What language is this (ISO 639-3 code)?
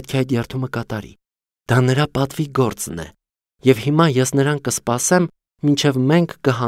hye